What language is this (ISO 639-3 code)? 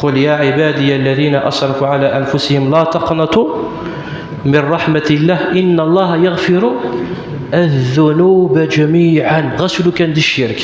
kab